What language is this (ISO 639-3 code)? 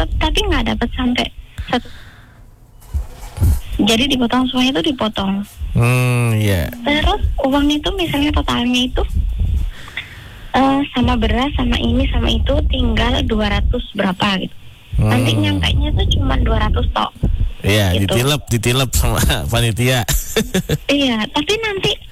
ind